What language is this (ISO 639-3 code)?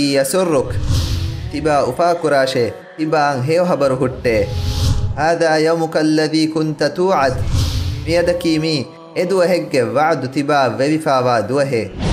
div